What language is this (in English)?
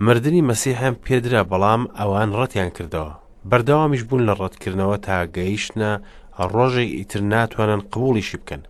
Central Kurdish